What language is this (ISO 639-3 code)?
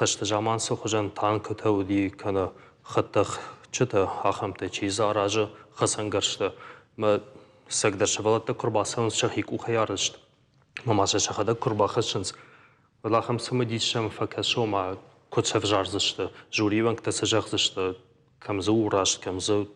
oss